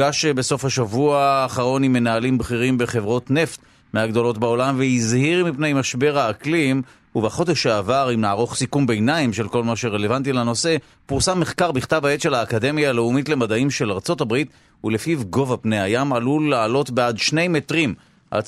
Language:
Hebrew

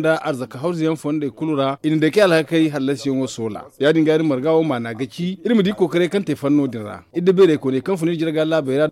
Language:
Zarma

